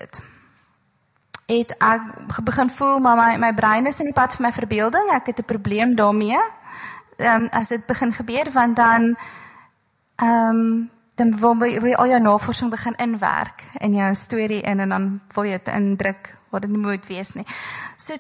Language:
Afrikaans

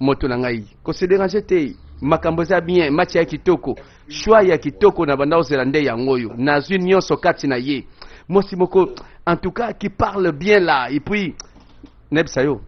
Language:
Lingala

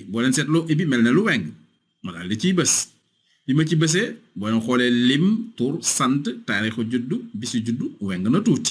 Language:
Wolof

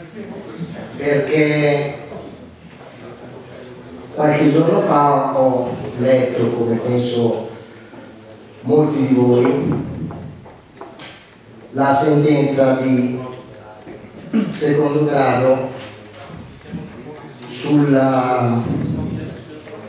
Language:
Italian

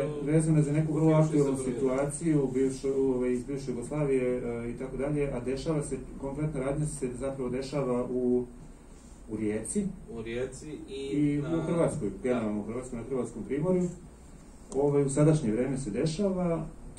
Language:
Serbian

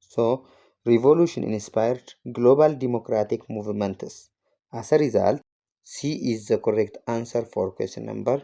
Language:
English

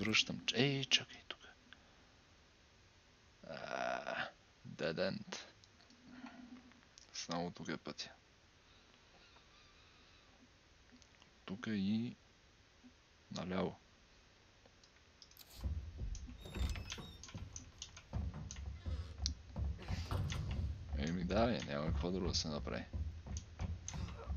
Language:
Bulgarian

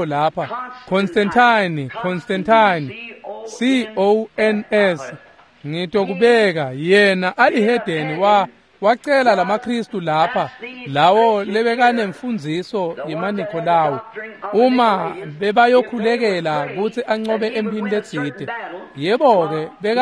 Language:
Swati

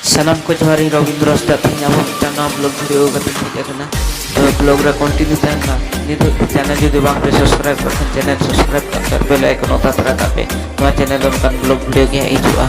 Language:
Santali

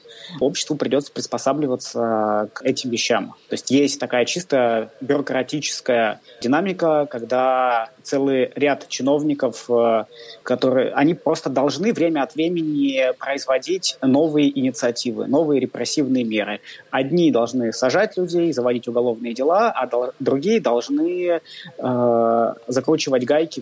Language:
Russian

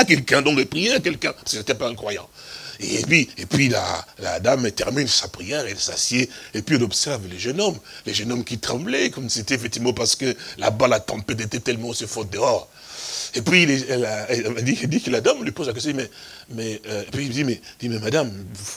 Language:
French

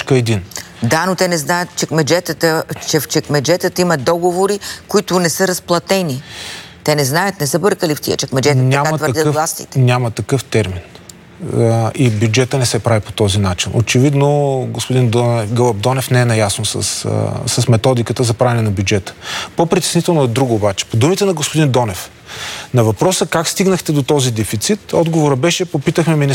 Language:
Bulgarian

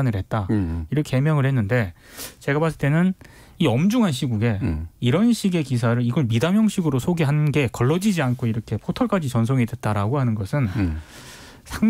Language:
Korean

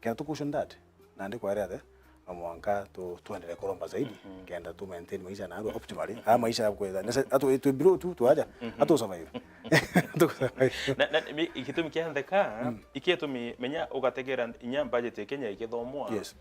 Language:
Meru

